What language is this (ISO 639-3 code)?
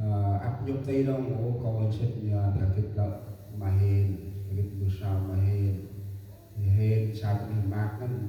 cmo